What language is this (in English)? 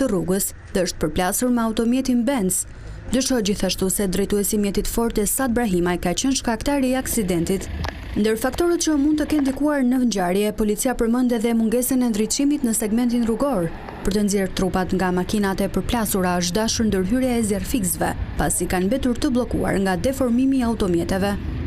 Albanian